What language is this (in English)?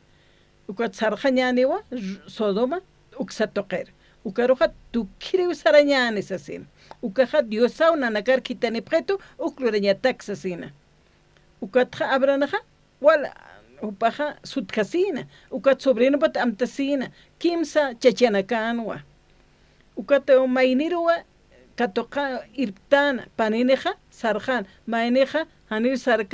Aymara